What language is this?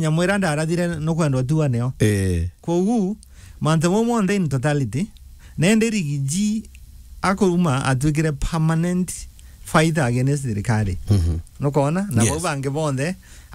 Meru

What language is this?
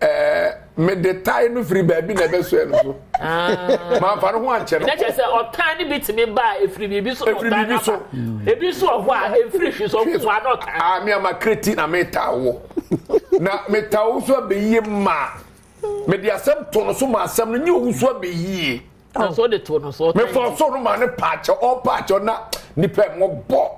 Akan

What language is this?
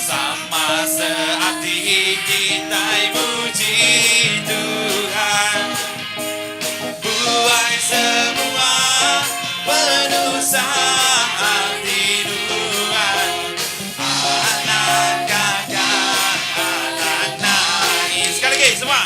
Iban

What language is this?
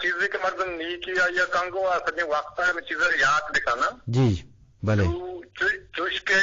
Eastern Balochi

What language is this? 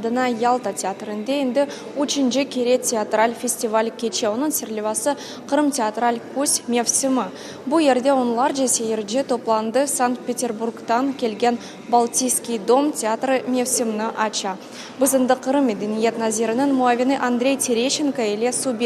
Crimean Tatar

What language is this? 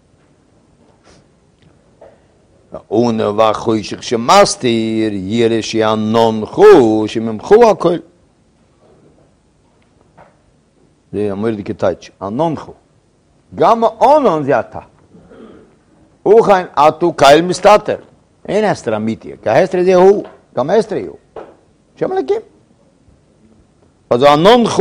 Hebrew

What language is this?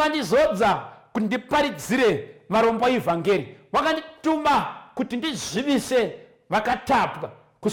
Shona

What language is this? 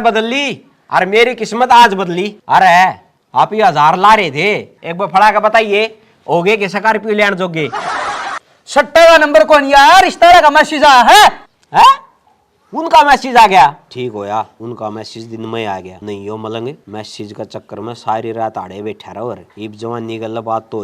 Haryanvi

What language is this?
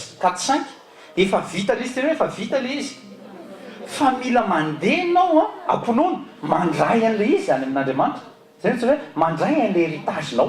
Malagasy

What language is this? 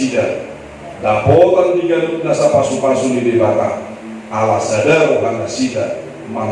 Batak Toba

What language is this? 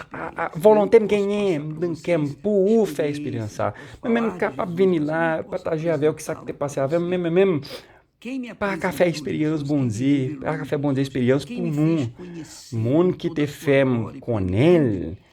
Haitian Creole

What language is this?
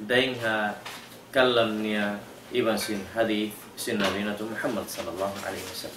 Tausug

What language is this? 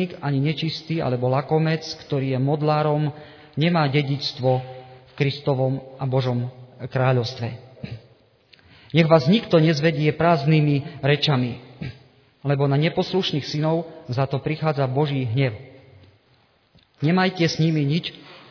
Slovak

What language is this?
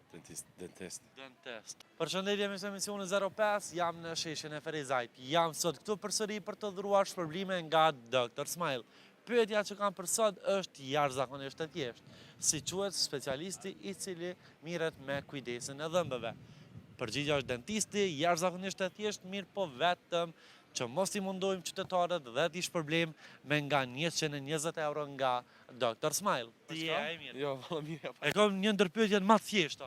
Albanian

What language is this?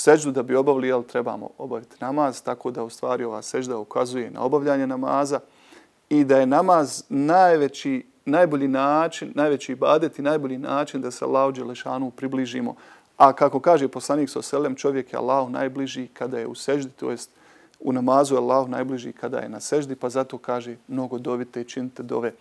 Bosnian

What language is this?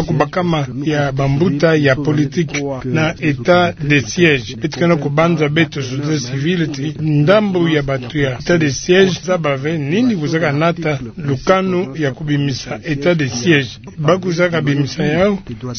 Kituba (Democratic Republic of Congo)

